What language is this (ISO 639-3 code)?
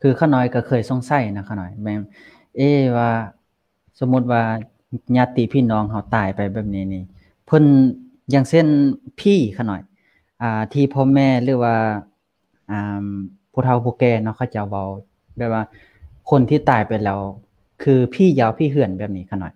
lao